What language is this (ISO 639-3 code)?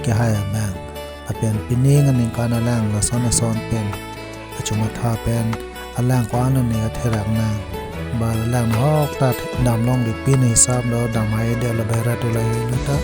mjw